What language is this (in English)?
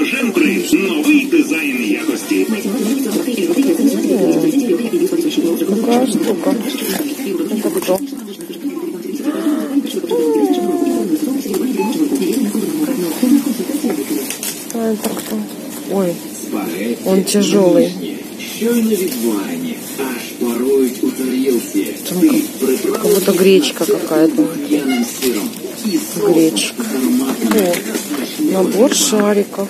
Russian